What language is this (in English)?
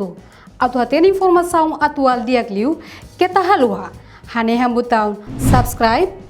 Tetum